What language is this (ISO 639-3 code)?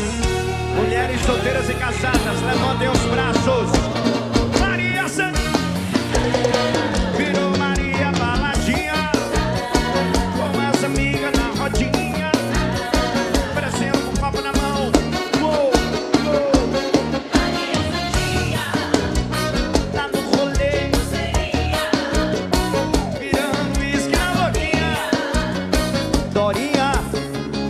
por